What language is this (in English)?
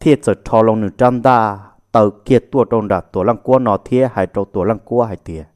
Hmong